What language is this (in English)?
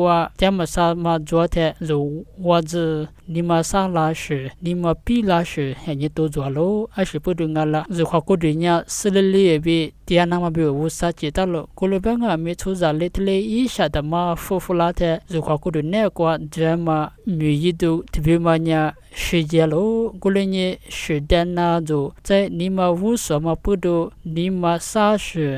Lisu